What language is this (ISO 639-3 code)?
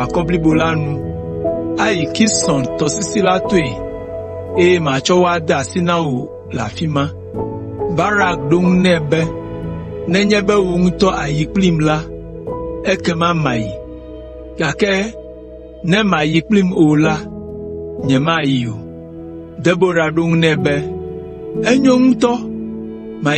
ewe